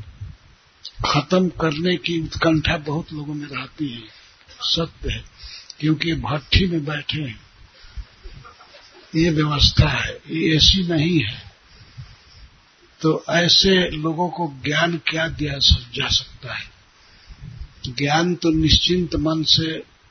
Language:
Hindi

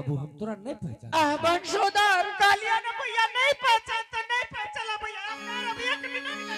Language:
Angika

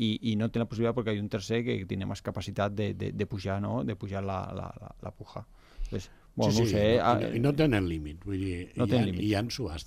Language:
Catalan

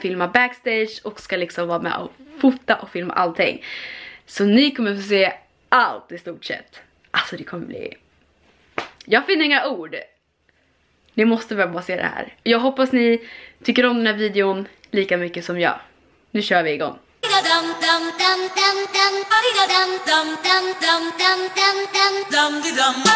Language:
Swedish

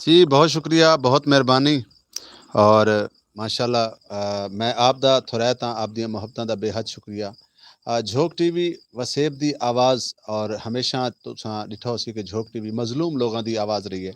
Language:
Saraiki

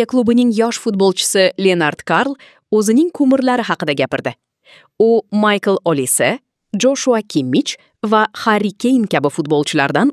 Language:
Uzbek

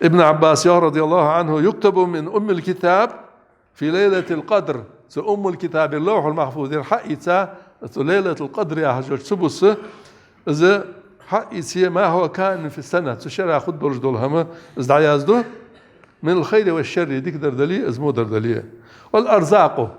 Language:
Ingush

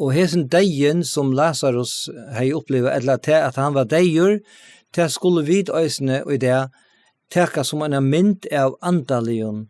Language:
Faroese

